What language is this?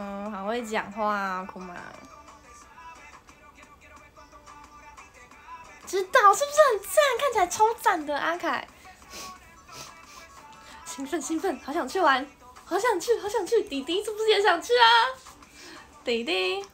Chinese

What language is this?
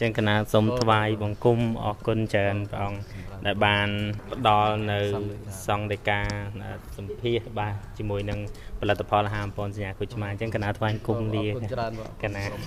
Khmer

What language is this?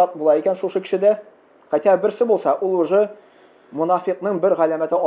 Tatar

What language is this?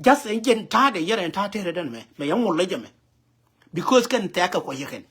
Nuer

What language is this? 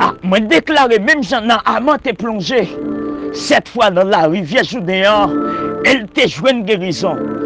Haitian Creole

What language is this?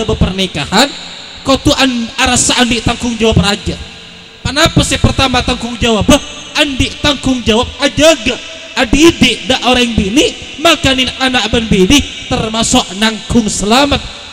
Madurese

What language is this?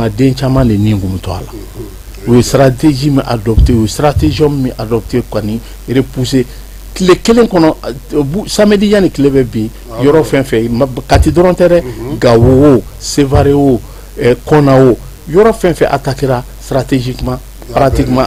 Bambara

